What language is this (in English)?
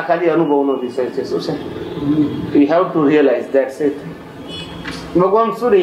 Gujarati